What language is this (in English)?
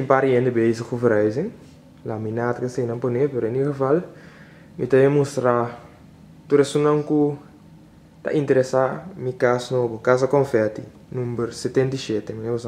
Papiamento